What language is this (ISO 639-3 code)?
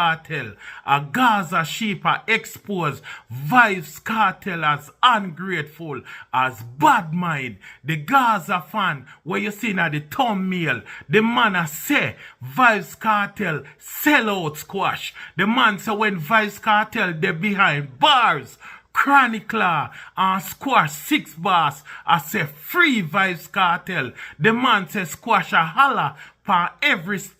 jam